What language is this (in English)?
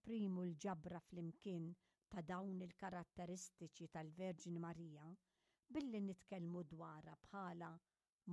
Maltese